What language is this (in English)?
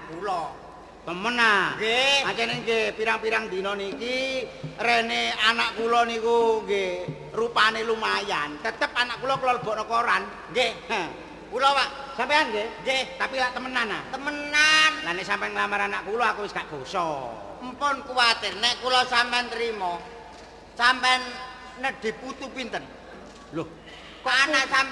Javanese